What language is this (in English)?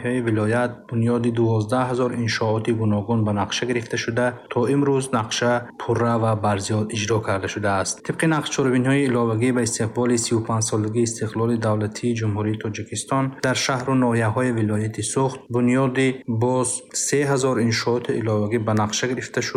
Tajik